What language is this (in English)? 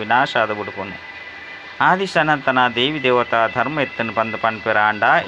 Tulu